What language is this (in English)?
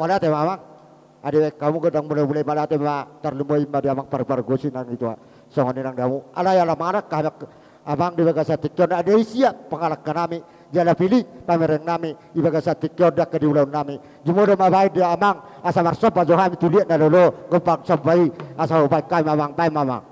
Batak Toba